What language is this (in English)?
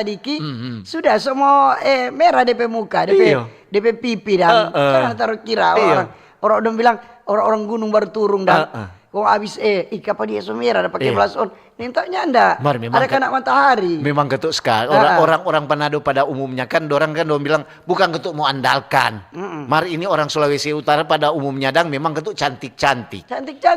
Manado Malay